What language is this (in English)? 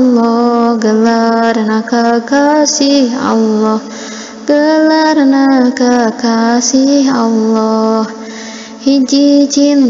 Sundanese